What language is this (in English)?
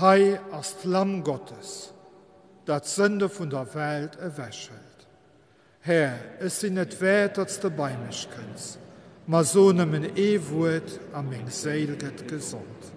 Luxembourgish